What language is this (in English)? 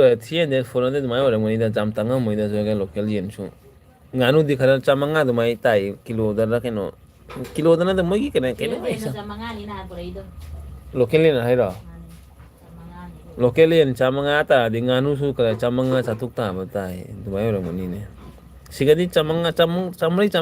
Manipuri